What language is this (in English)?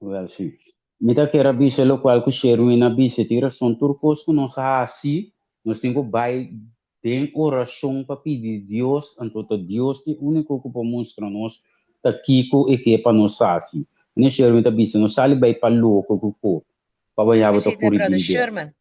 Papiamento